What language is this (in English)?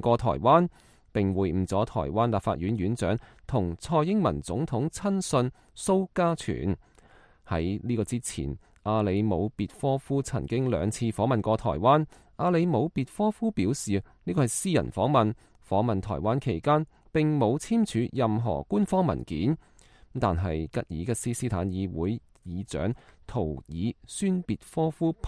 Cantonese